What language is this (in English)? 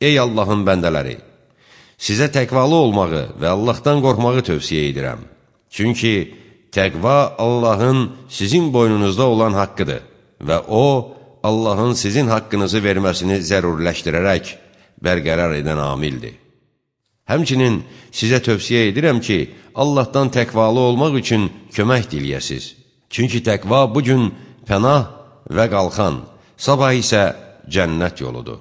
Azerbaijani